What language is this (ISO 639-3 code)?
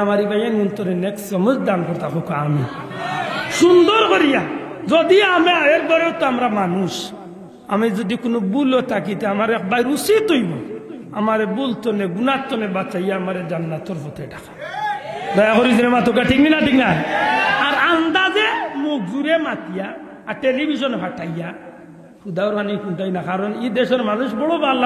syl